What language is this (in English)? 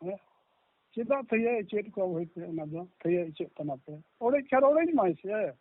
Santali